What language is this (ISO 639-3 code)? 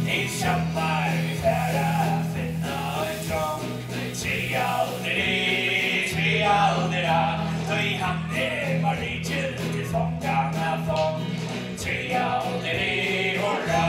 fao